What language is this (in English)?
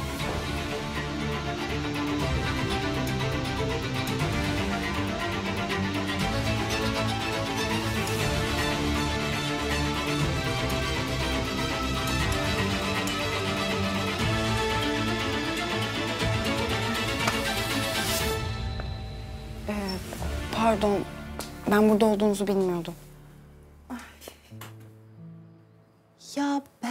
Turkish